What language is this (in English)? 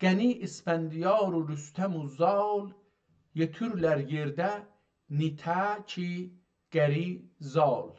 South Azerbaijani